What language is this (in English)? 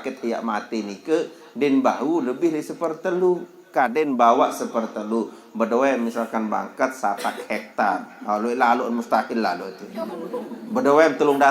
Sasak